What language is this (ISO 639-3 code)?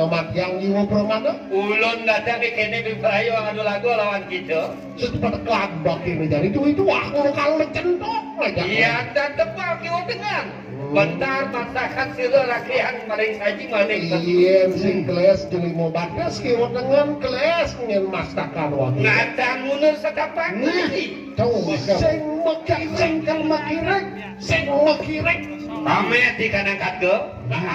ban